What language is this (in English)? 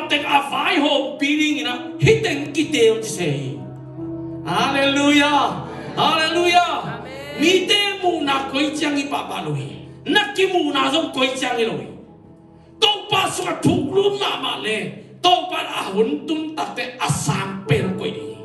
Tedim Chin